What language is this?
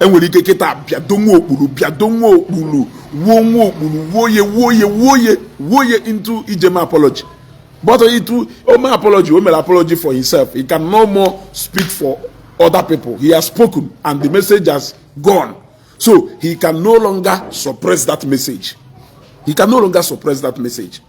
Igbo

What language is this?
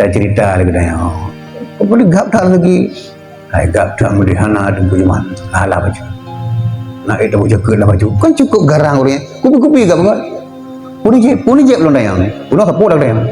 Achinese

